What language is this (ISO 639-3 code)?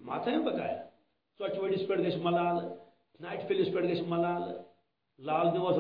kas